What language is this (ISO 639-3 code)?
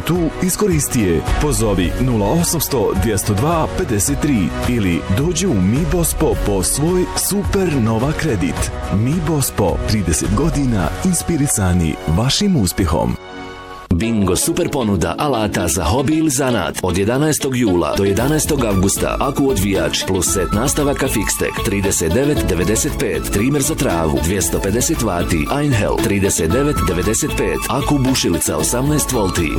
bos